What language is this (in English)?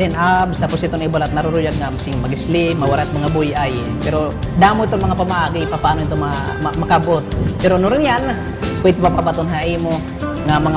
Waray